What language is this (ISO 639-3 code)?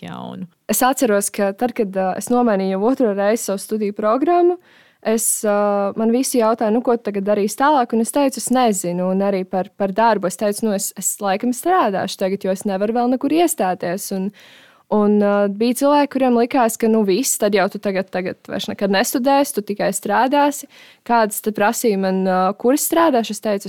lav